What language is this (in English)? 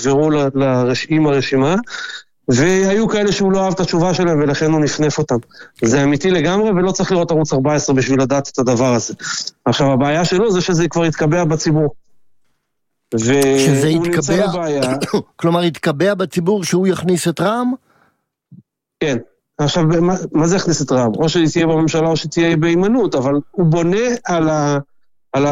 Hebrew